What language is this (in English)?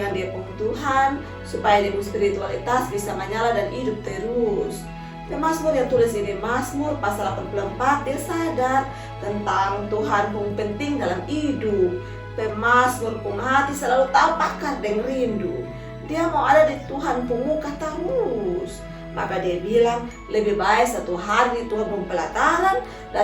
Kupang Malay